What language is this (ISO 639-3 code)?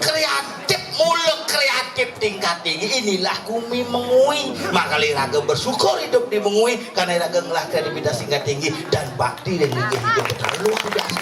ban